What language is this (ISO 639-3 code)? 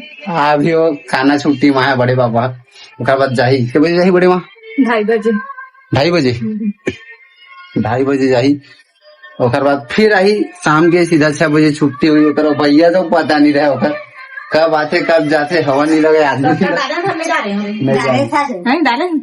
hne